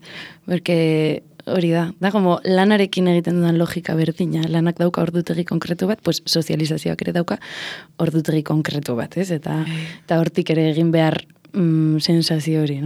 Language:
Basque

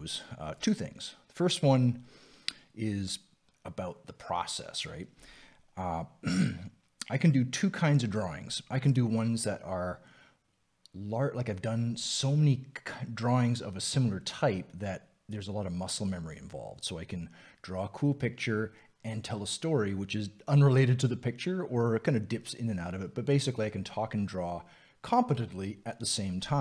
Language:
English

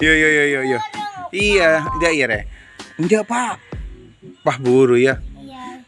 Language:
Madurese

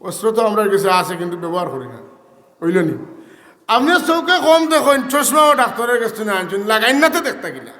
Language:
Sylheti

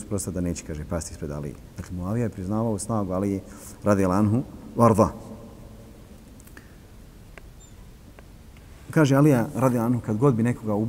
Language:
Bosnian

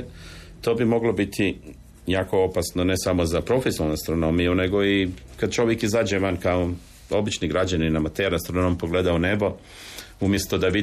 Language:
Croatian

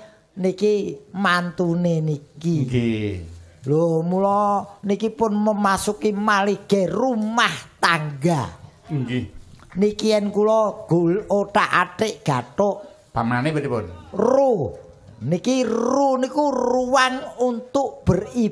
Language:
Javanese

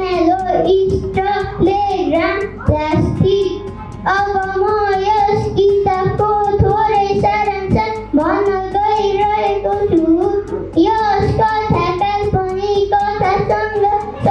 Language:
Nepali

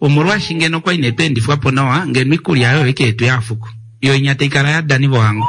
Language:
Kuanyama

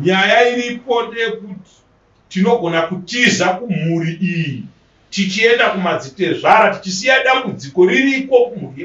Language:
Shona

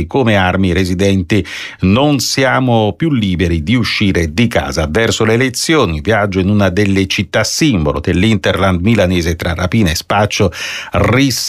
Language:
Italian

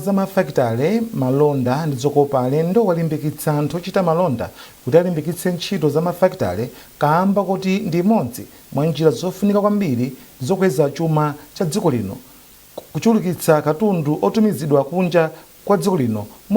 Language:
Nyanja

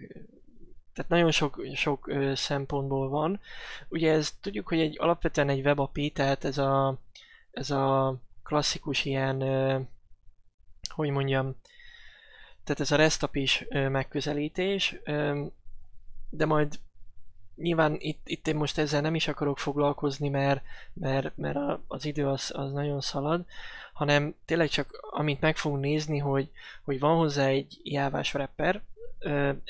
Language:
Hungarian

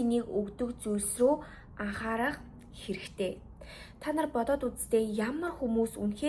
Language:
Mongolian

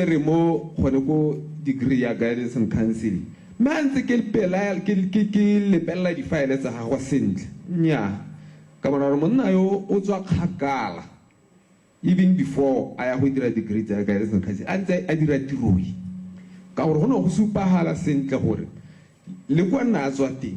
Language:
Tswana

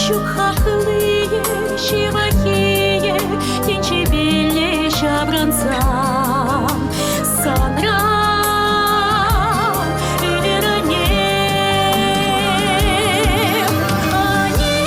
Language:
Chuvash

